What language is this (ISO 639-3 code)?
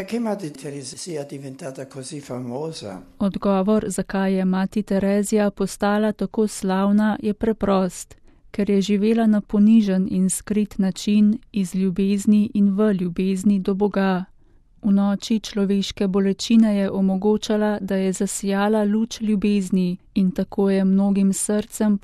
slv